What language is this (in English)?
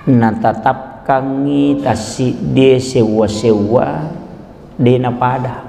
Buginese